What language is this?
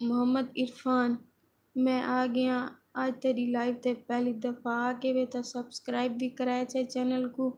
Saraiki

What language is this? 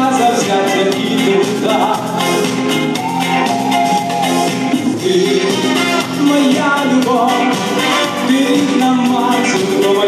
Ukrainian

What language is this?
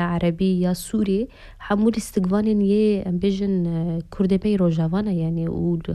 Kurdish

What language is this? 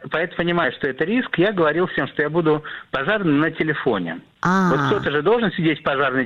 Russian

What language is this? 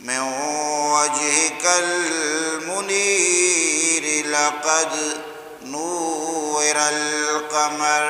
Eastern Balochi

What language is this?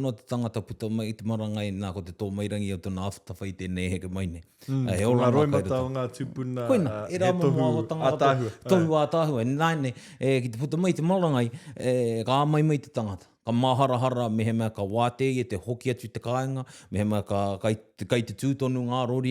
Māori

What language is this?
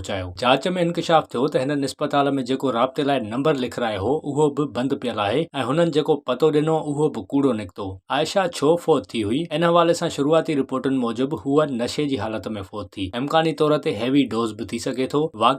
Sindhi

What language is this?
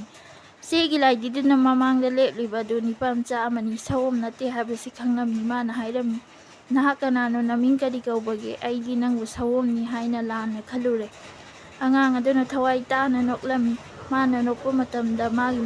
Manipuri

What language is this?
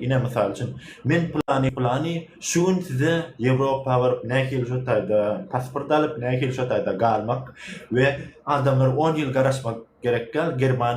Turkmen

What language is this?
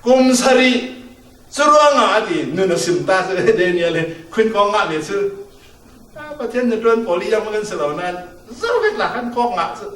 Falam Chin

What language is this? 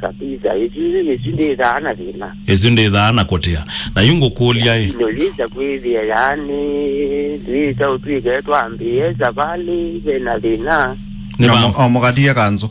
Kamba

